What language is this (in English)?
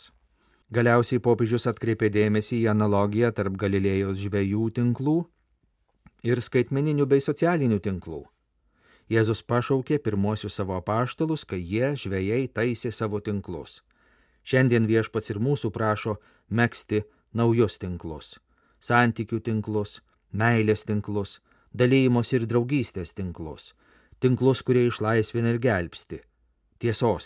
Lithuanian